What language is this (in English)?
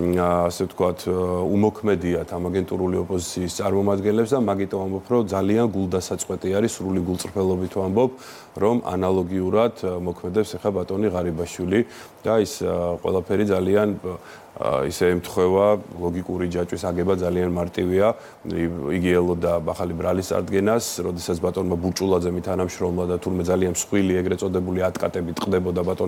Georgian